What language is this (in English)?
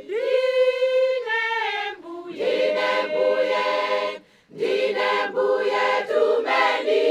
Nyanja